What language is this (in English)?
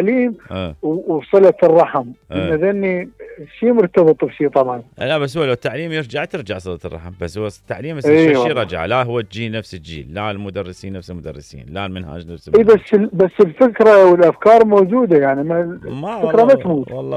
Mesopotamian Arabic